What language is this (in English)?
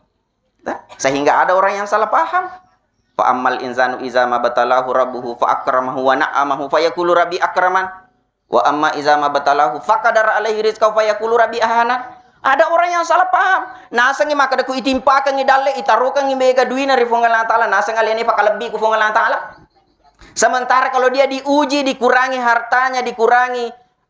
Buginese